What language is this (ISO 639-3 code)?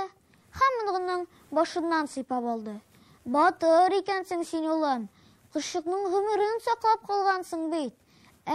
tat